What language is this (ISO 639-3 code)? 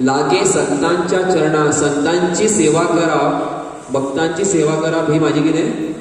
kok